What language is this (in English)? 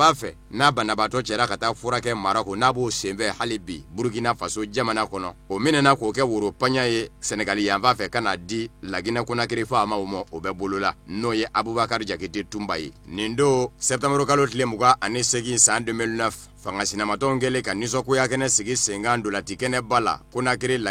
Bambara